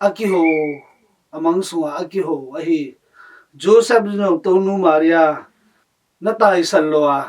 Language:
Tedim Chin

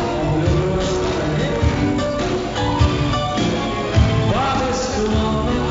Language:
Russian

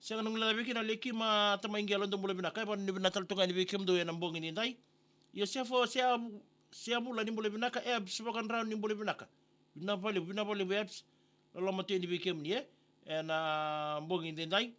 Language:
Fijian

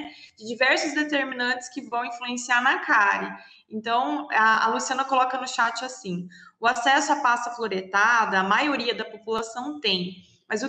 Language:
Portuguese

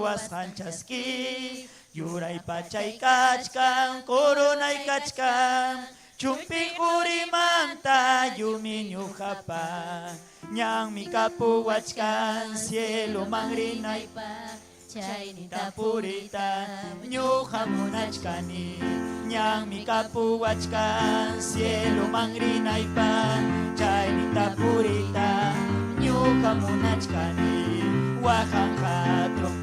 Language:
Ayacucho Quechua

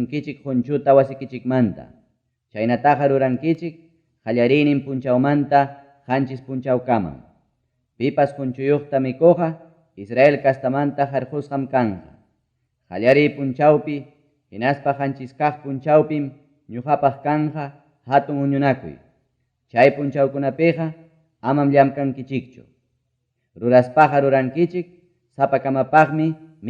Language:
Ayacucho Quechua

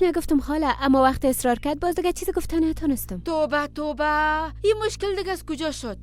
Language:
Persian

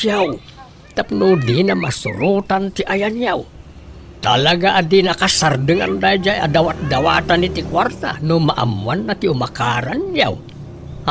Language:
Iloko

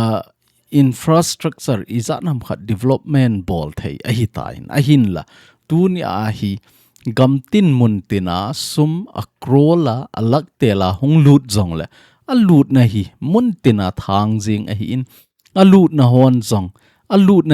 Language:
Thado Chin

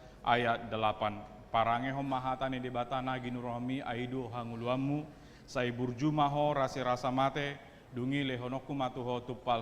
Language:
Batak Toba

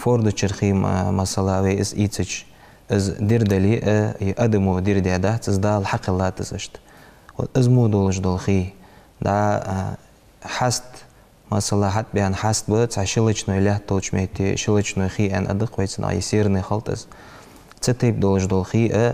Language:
Ingush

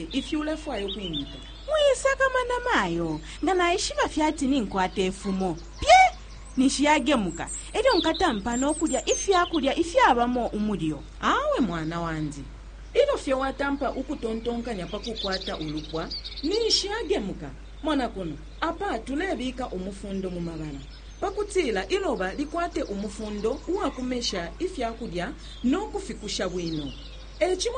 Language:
Bemba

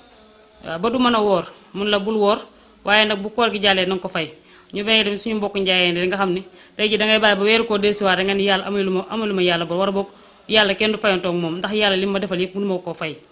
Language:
Wolof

